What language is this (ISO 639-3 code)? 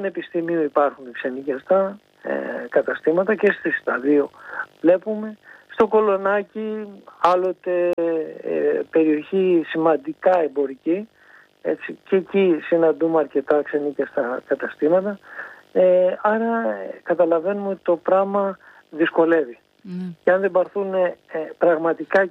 ell